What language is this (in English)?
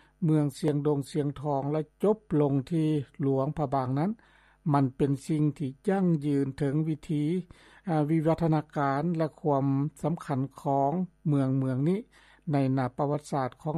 Lao